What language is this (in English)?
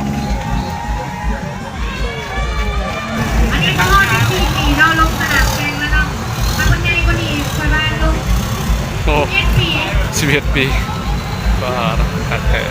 Lao